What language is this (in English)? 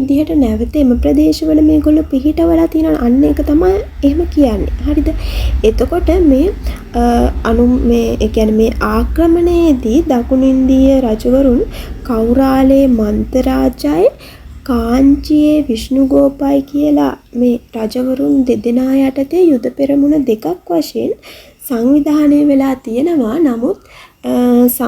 Sinhala